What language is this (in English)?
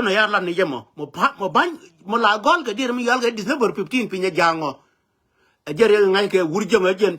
Nuer